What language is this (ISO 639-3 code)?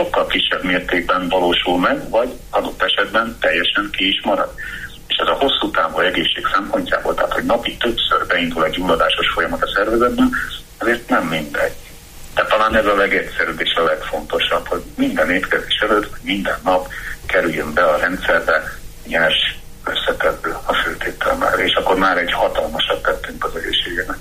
hun